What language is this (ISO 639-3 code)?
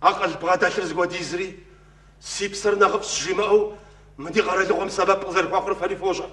kbd